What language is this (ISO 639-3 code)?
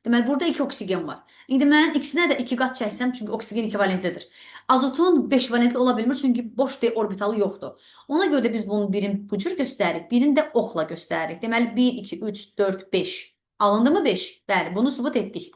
aze